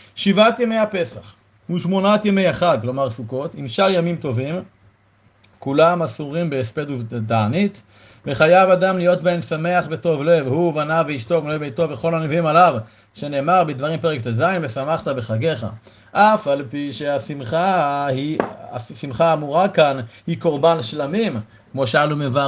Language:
Hebrew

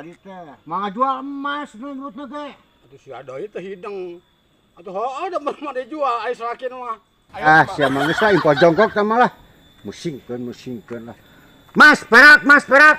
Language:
Sundanese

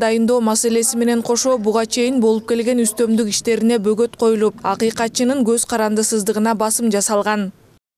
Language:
Kyrgyz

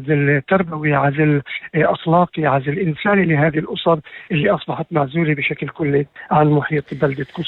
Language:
North Levantine Arabic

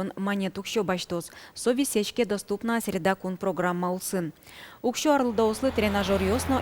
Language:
Udmurt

